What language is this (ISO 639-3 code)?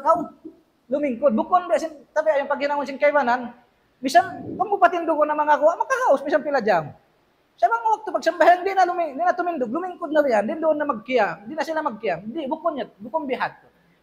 tsg